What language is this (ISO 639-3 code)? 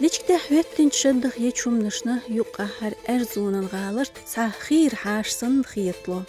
che